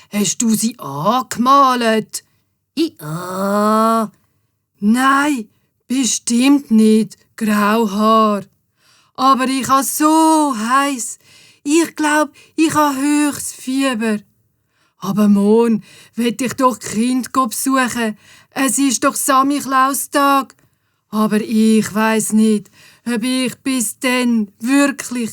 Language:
Swiss German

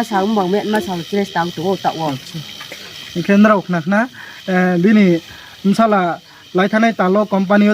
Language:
Riang (India)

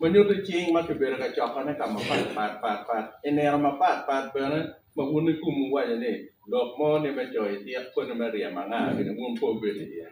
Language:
Acoli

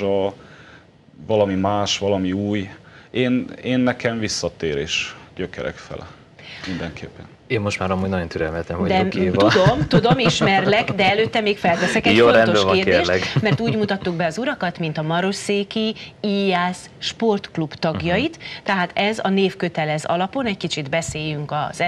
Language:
Hungarian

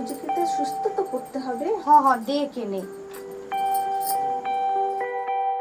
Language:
Bangla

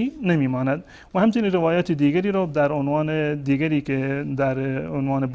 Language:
Persian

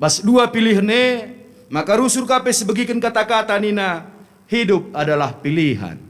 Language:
Batak Karo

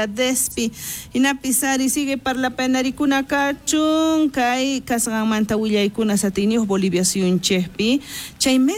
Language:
South Bolivian Quechua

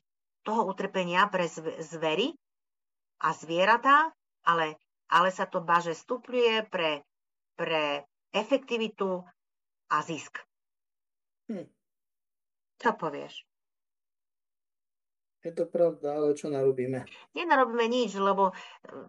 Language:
Slovak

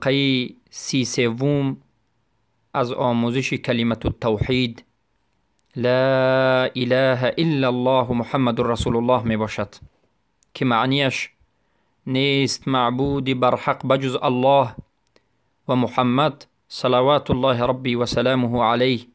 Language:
Tajik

